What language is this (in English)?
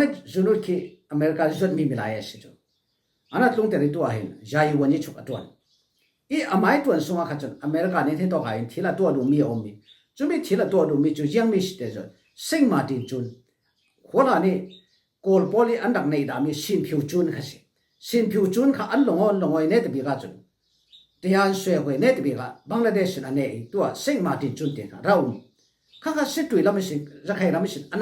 Falam Chin